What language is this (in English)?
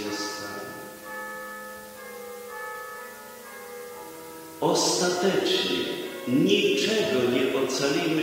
Polish